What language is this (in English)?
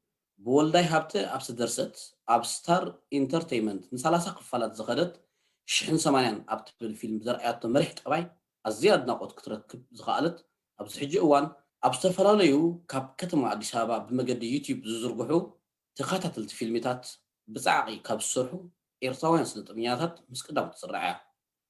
Tigrinya